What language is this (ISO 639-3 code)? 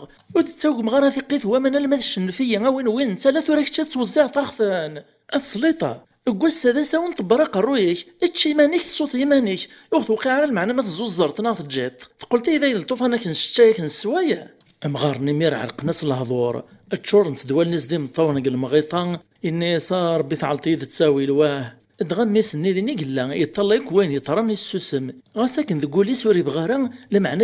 kab